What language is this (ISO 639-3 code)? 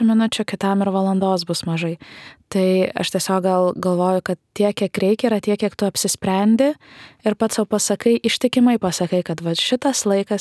lit